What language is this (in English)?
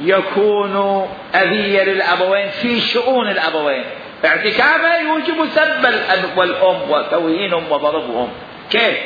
Mesopotamian Arabic